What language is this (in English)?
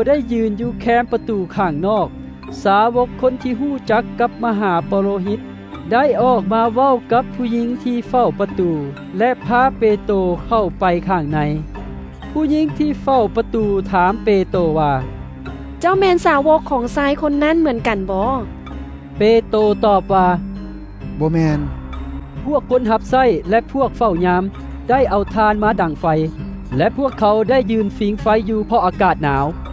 Lao